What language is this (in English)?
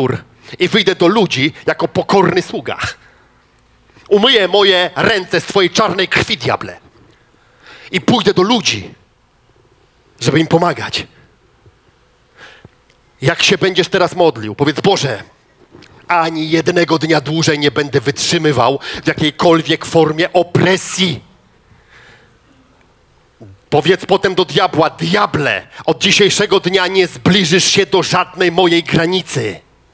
Polish